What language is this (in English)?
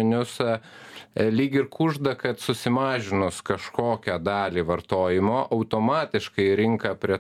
Lithuanian